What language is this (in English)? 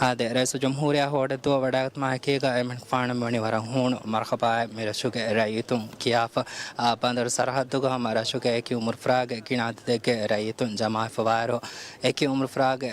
Divehi